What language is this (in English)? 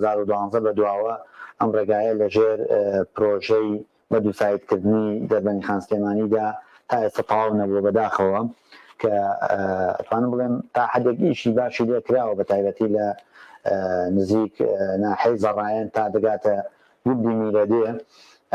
Central Kurdish